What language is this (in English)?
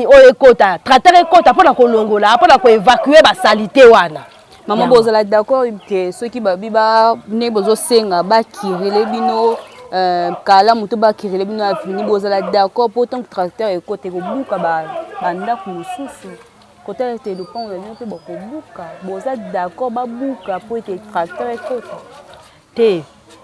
Lingala